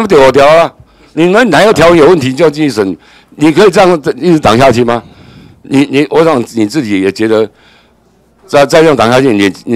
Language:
Chinese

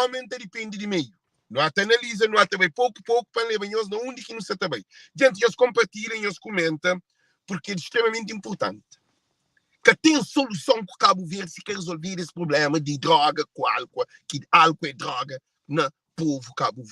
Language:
Kabuverdianu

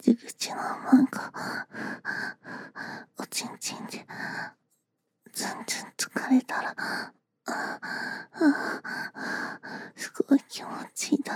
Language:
Japanese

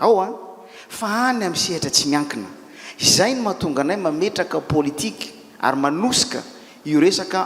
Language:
Malagasy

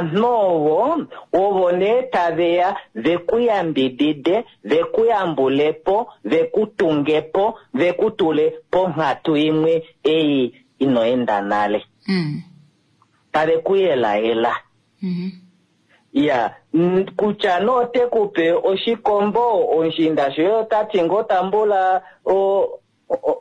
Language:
Kuanyama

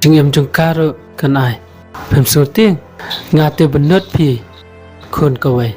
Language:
Khasi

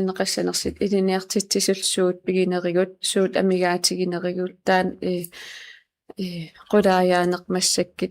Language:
Kalaallisut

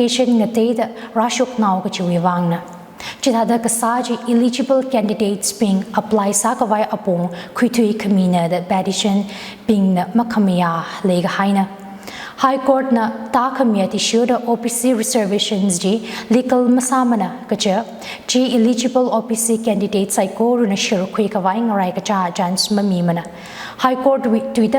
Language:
Tangkhul Naga (India)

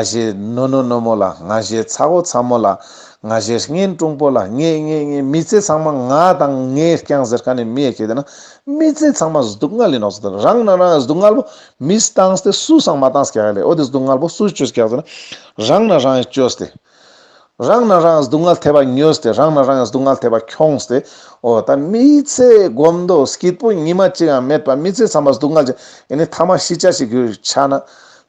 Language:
Ladakhi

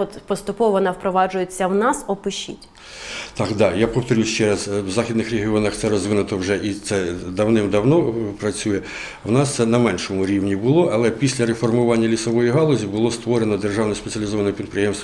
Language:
Ukrainian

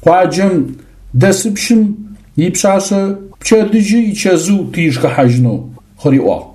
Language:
Adyghe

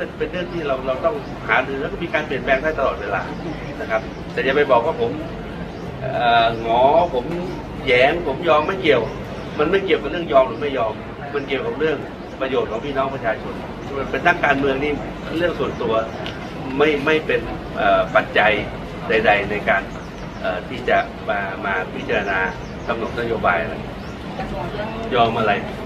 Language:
Thai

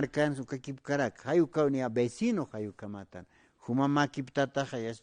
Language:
Aymara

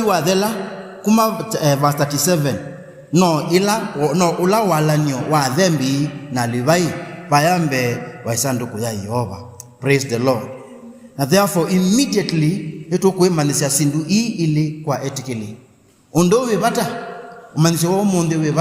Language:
Kamba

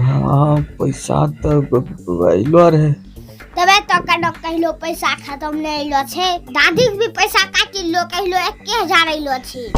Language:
Angika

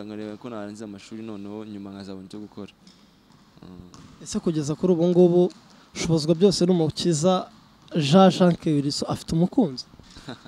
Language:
Kinyarwanda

